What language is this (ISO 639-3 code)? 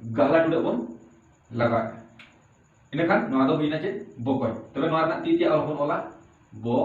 sat